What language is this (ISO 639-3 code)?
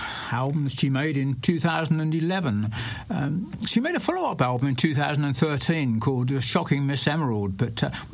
eng